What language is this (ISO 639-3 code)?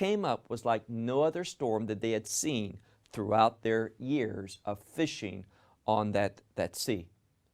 eng